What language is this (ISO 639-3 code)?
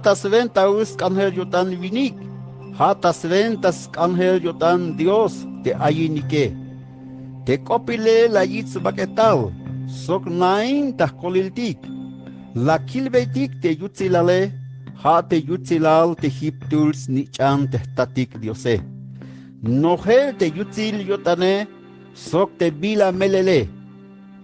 tzh